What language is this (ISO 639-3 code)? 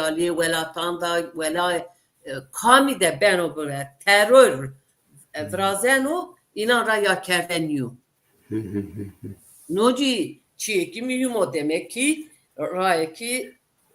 zza